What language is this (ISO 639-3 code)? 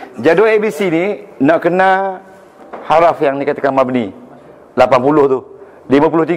msa